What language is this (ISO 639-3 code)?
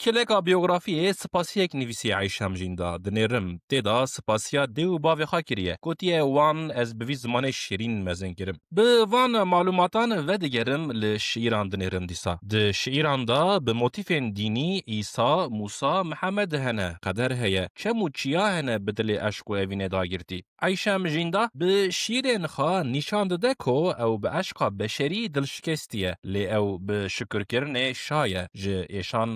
kur